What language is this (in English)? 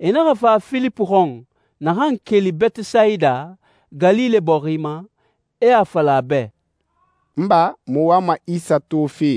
Susu